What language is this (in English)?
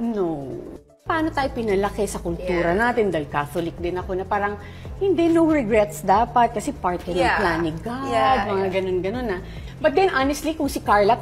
Filipino